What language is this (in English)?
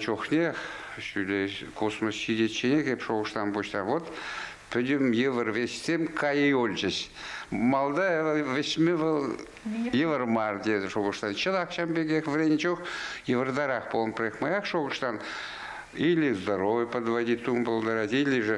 Chuvash